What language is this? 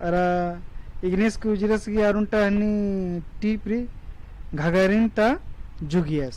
Kurukh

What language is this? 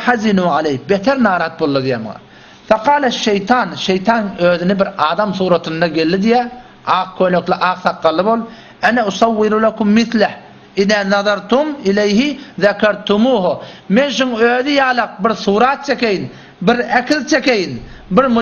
Turkmen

